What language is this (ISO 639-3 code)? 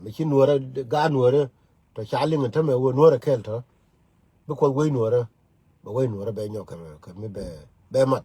nus